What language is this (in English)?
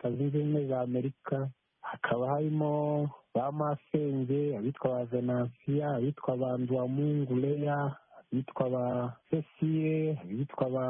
Kinyarwanda